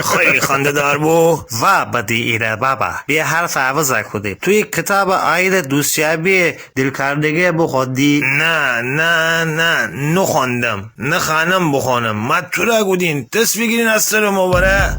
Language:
Gilaki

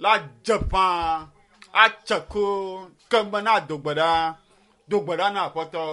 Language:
Ewe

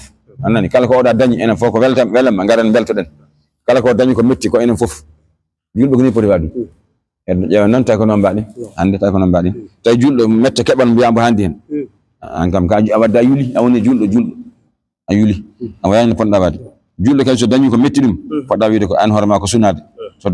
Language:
Fula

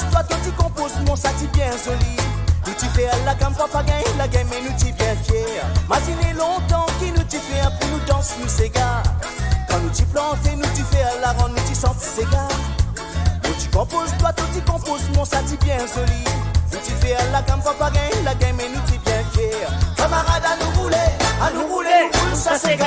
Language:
Morisyen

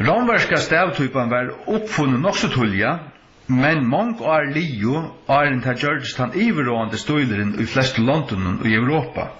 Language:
Faroese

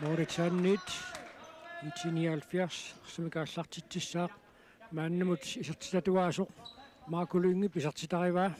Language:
Kalaallisut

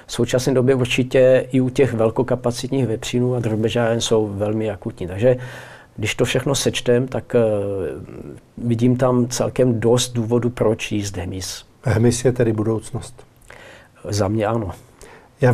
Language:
Czech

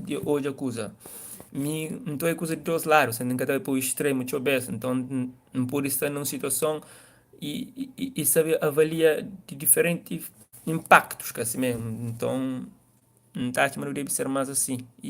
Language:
Kabuverdianu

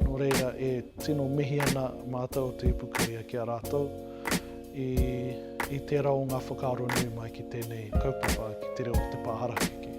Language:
Māori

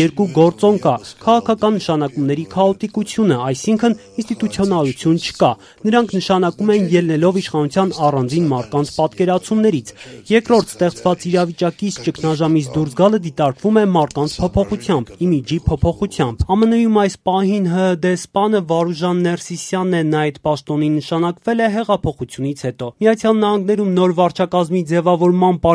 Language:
Armenian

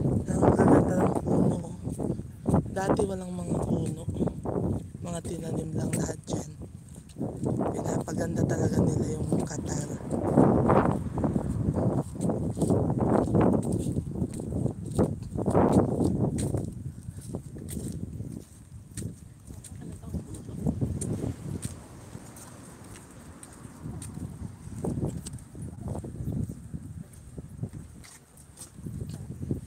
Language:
Filipino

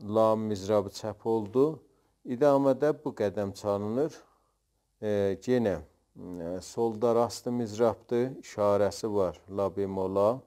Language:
South Azerbaijani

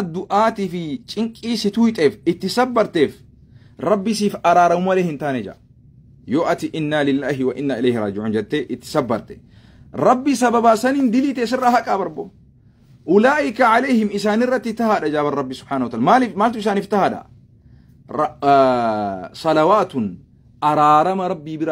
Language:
Oromo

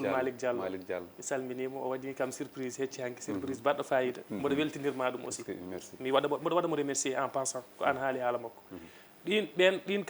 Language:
Fula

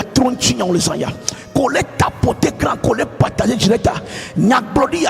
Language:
Ewe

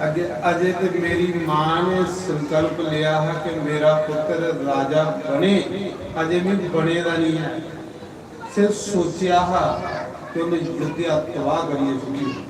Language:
Dogri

